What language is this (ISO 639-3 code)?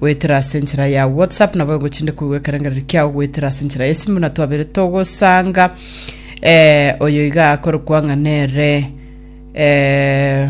guz